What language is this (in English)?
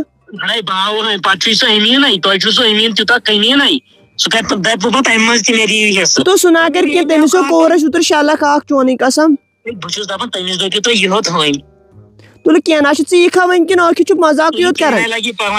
Kashmiri